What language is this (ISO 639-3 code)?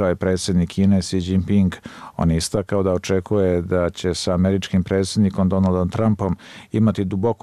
hrv